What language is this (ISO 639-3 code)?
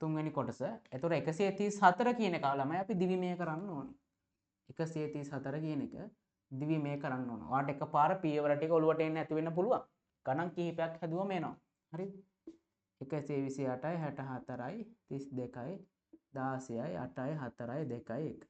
sin